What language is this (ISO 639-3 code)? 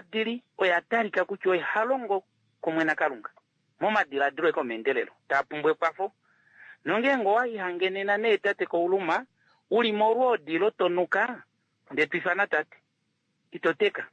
kua